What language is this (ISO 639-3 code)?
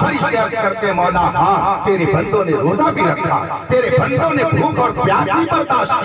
urd